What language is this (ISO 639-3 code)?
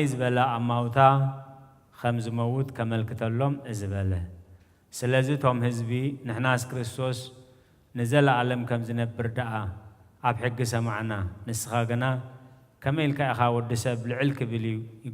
tir